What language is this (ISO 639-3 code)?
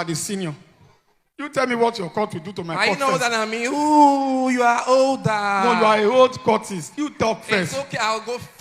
pcm